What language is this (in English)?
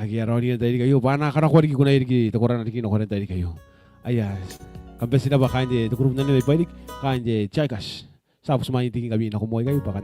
Gilbertese